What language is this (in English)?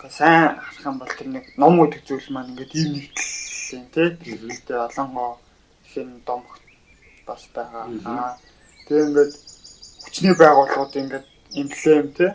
Mongolian